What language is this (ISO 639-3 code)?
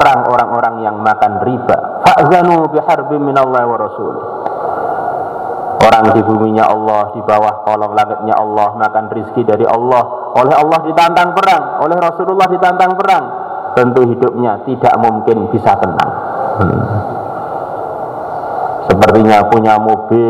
ind